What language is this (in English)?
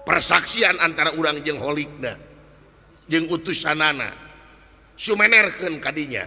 Sundanese